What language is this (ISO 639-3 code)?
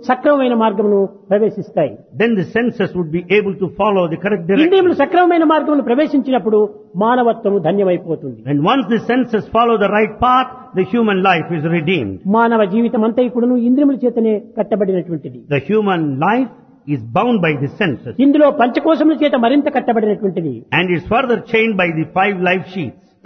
tel